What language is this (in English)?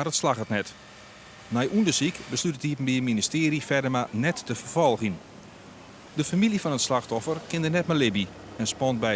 Western Frisian